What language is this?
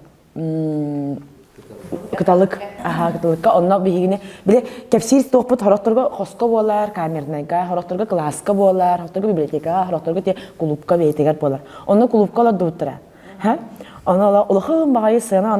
Yakut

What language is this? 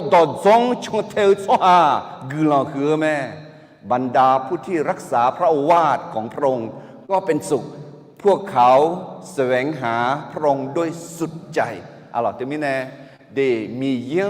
Akha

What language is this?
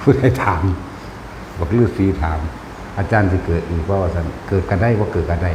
Northeastern Thai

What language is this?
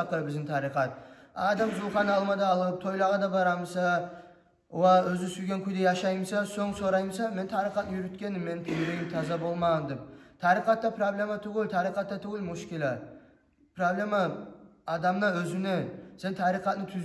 Kumyk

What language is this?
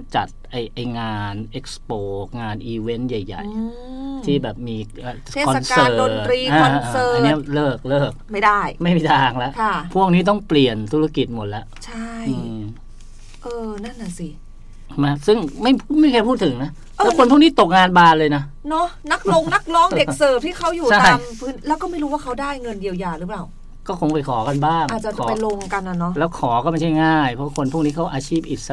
Thai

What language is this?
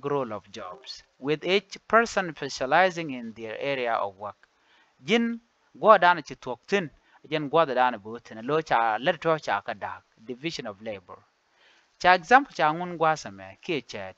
Nuer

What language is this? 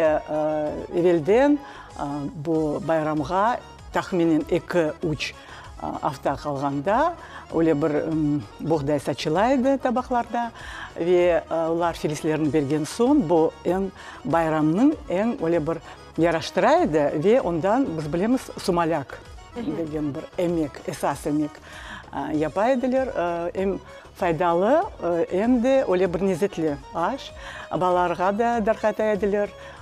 Crimean Tatar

